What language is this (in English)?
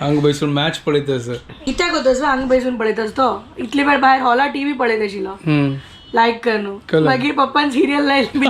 Konkani